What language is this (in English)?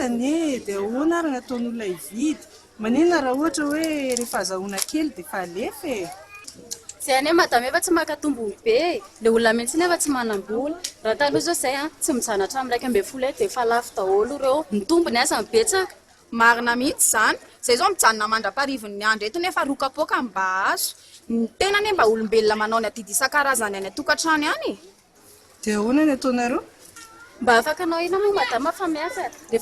Malagasy